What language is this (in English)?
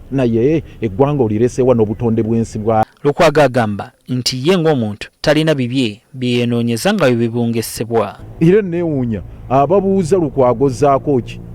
Ganda